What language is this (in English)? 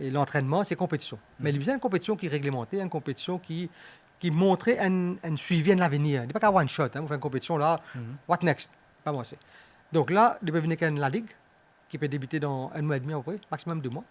Morisyen